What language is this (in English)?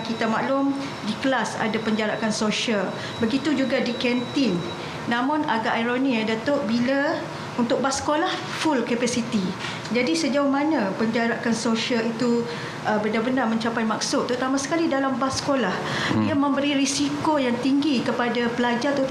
Malay